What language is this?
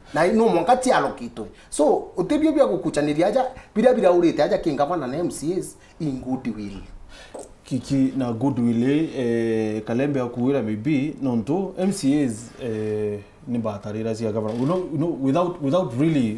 Meru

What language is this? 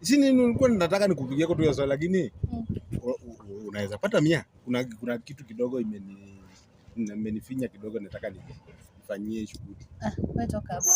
Swahili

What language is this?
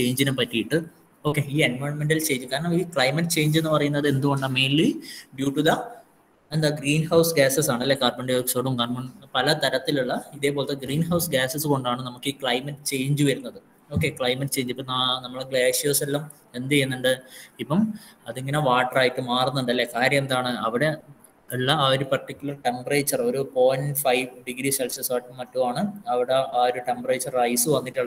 Malayalam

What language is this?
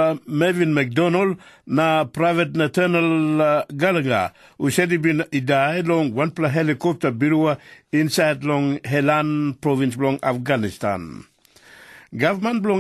Tok Pisin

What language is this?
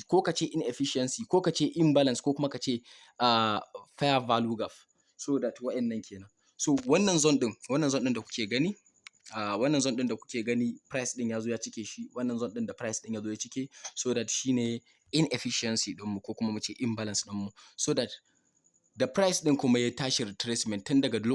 Hausa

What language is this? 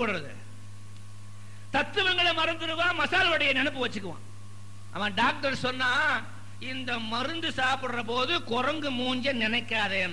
Tamil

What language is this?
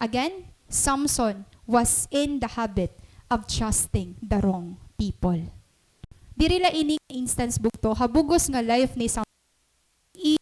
Waray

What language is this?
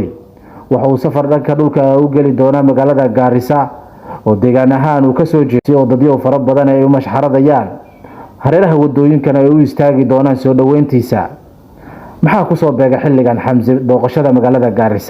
Somali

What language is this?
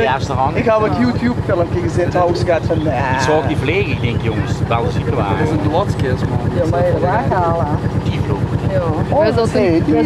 Limburgish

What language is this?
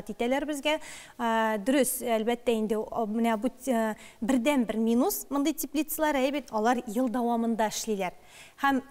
Tatar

